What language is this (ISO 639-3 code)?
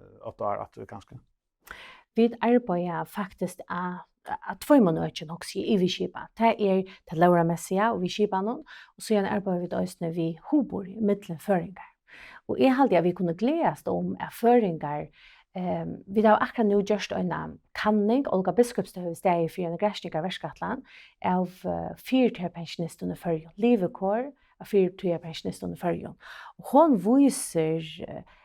fao